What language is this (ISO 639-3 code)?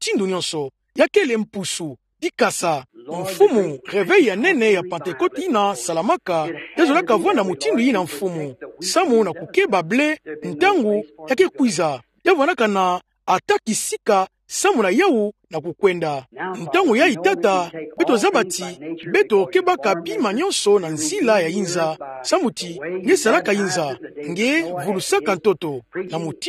ktu